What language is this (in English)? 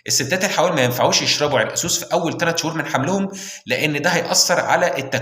Egyptian Arabic